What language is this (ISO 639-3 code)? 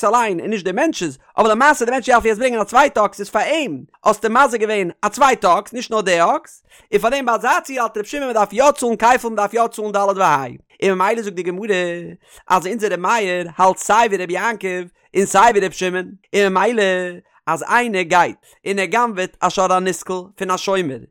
yid